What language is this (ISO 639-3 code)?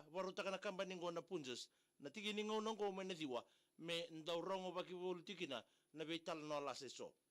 fij